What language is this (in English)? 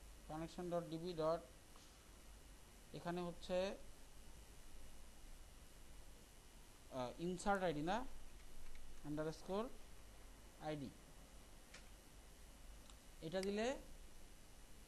Bangla